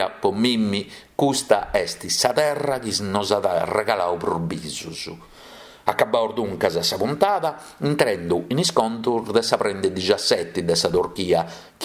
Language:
Sardinian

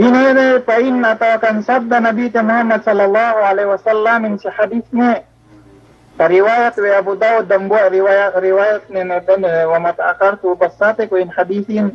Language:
Yakan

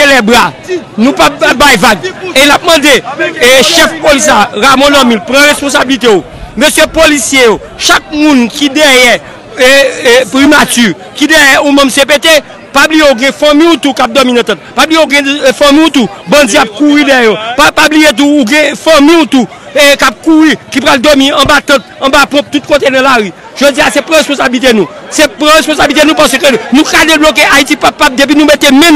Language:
Haitian Creole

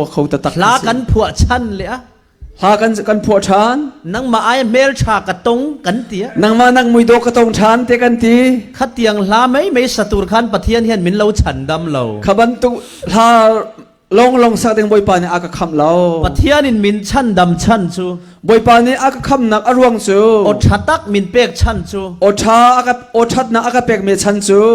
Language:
Falam Chin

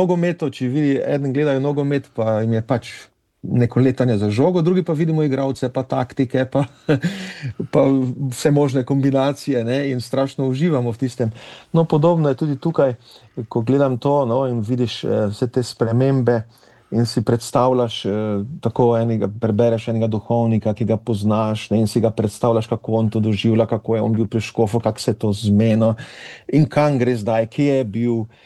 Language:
Slovenian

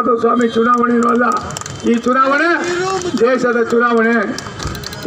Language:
Kannada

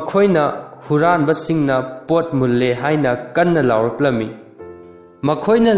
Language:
Manipuri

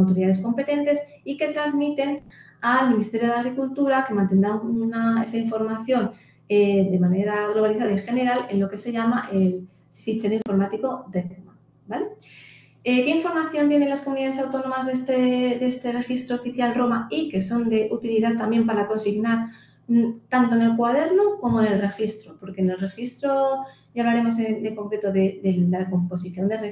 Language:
Spanish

